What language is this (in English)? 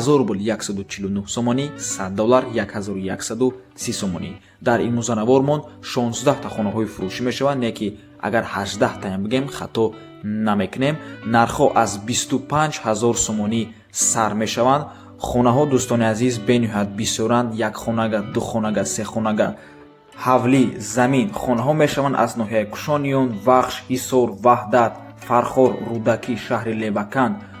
Tajik